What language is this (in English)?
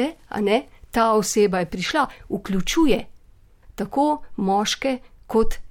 Slovenian